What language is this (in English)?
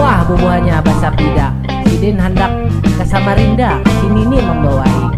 Banjar